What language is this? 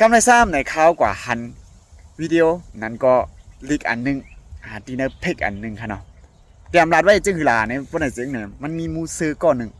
Shan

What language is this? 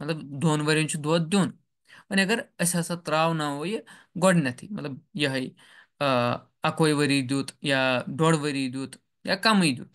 Kashmiri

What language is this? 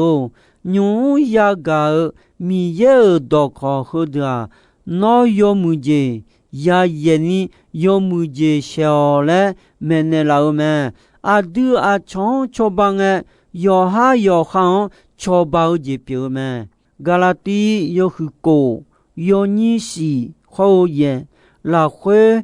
Akha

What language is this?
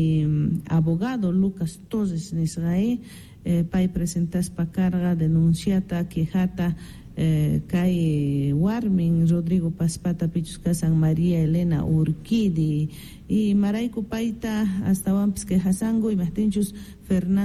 South Bolivian Quechua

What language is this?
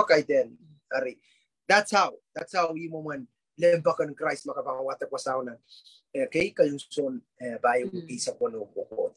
Pohnpeian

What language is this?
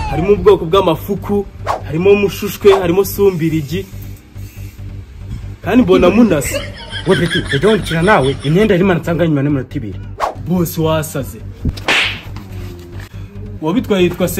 Kinyarwanda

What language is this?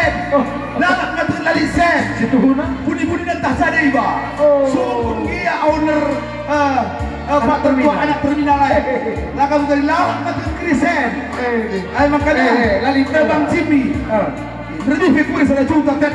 Batak Karo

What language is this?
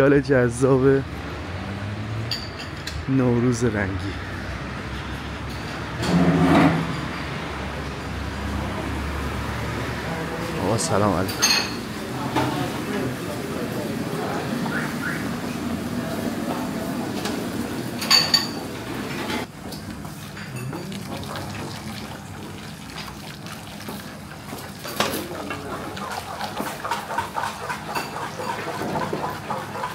Persian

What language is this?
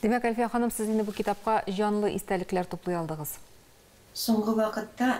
Tatar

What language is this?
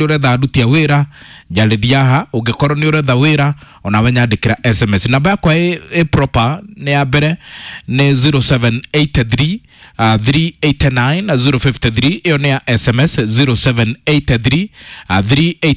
Kikuyu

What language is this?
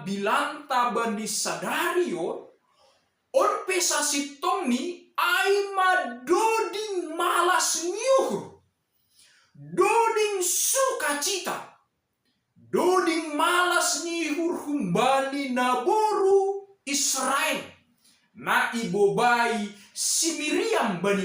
Batak Simalungun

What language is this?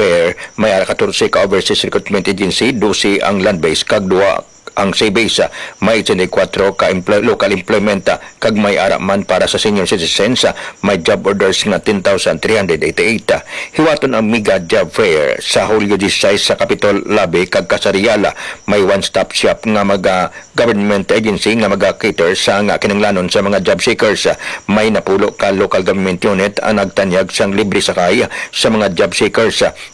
Hiligaynon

